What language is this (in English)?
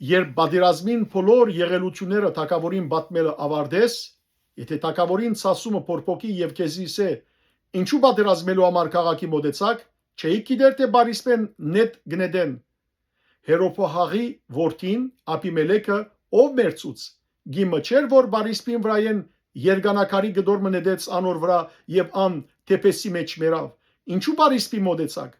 Western Armenian